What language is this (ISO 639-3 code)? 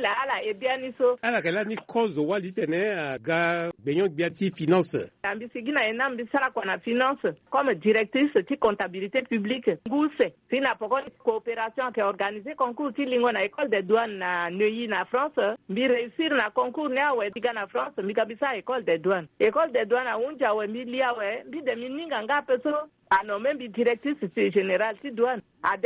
sag